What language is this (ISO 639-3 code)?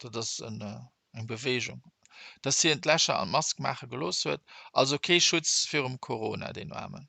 ltz